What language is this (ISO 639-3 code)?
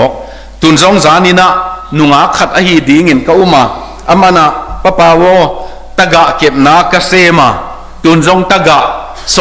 ctd